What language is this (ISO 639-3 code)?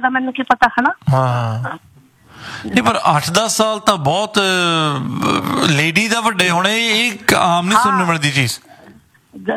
pan